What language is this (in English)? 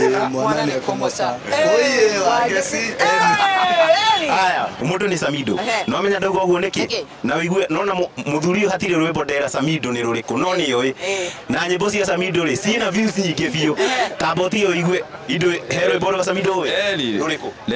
Kikuyu